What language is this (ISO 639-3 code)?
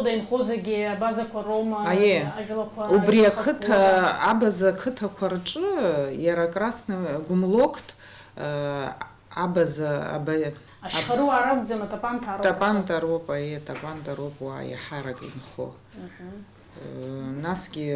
abk